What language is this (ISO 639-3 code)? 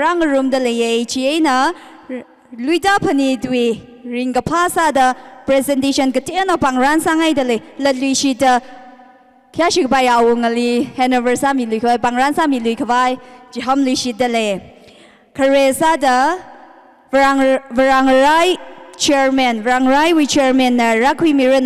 nmf